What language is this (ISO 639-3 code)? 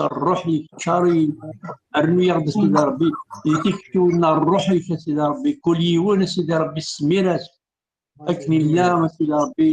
kab